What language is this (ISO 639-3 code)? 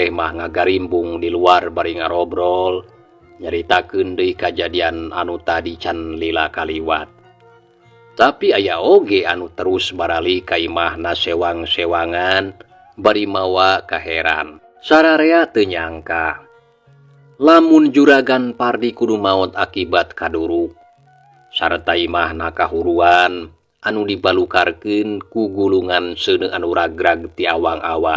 sun